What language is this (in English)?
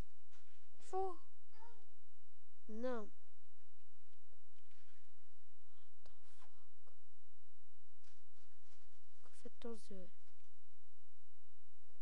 Bulgarian